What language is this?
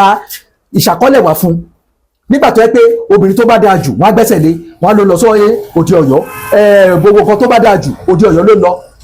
Yoruba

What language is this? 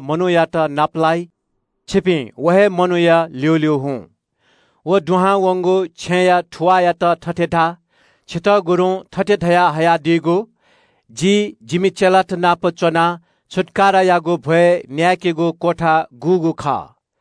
Newari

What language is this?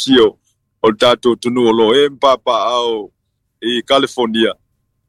Samoan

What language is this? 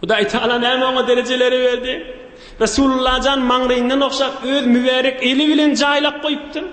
Turkmen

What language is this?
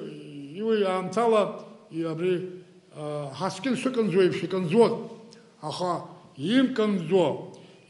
Abkhazian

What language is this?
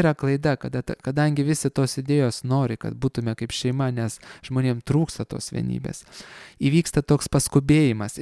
Lithuanian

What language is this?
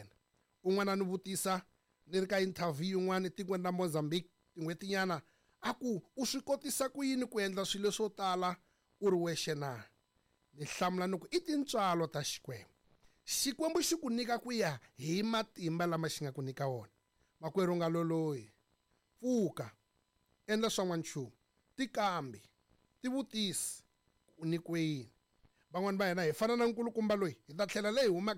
Tsonga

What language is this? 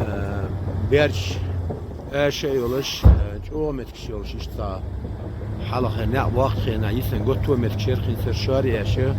Chechen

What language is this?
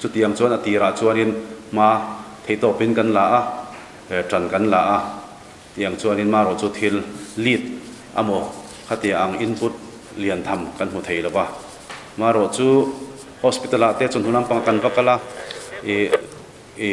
Mizo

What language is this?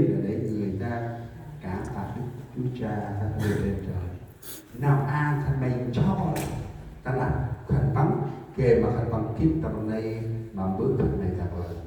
Central Mnong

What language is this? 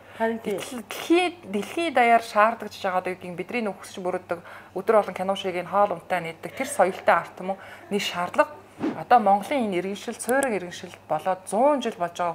Mongolian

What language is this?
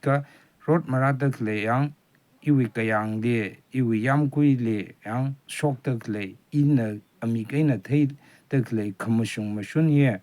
Rawang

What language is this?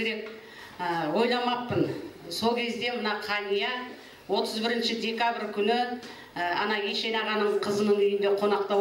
Kazakh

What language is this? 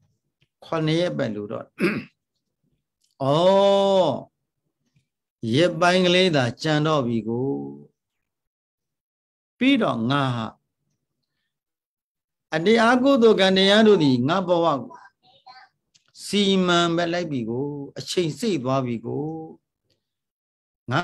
Burmese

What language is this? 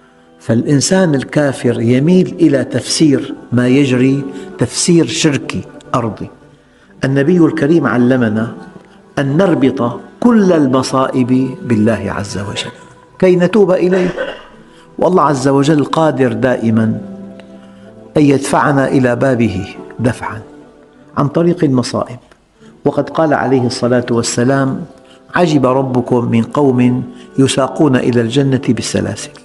Arabic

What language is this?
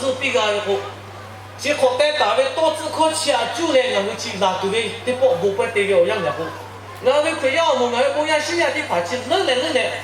Lahu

